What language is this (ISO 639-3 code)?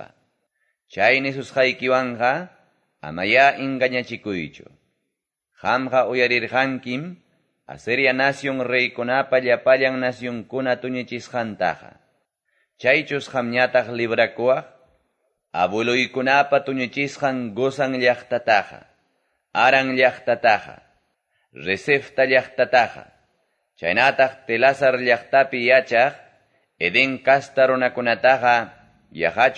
que